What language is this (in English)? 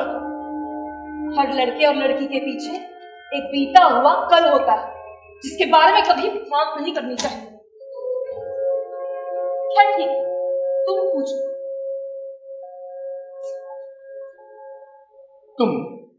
Hindi